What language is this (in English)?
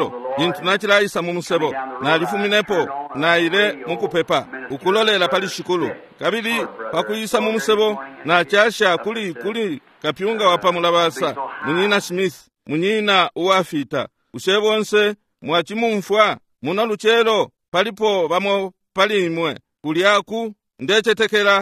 Bemba